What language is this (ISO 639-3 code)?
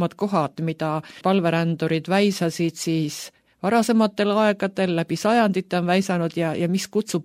est